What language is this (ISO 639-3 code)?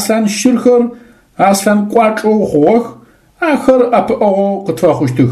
ady